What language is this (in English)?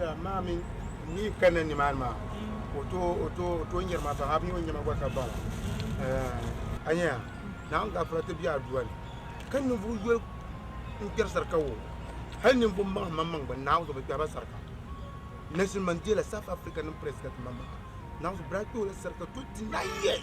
Dagbani